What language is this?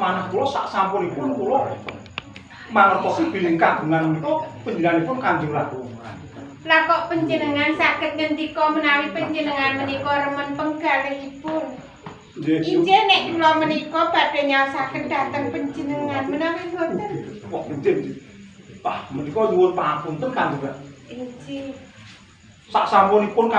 Javanese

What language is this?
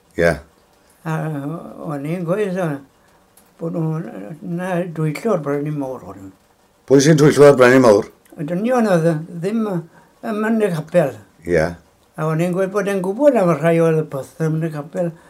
Welsh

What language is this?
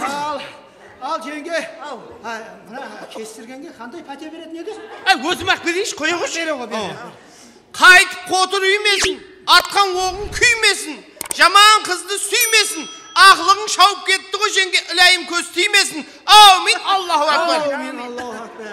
Kara-Kalpak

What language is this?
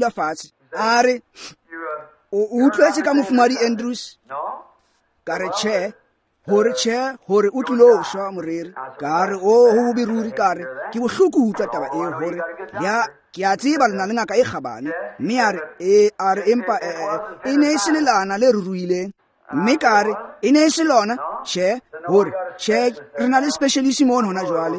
Tswana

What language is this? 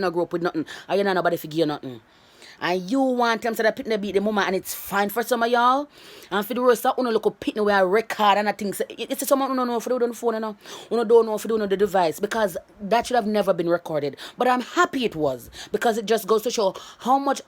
Jamaican Creole English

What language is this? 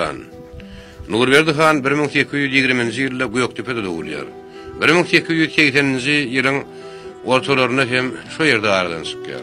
Turkmen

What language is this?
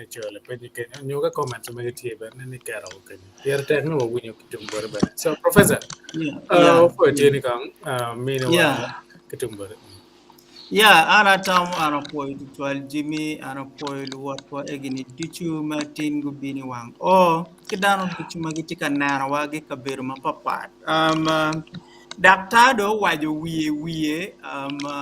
Acoli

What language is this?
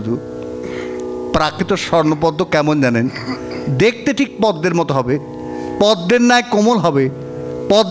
Bangla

